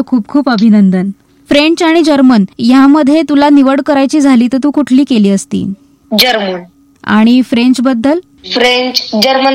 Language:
Marathi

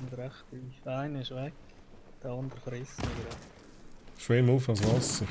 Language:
Swiss German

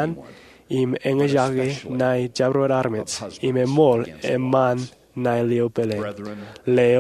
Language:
Marshallese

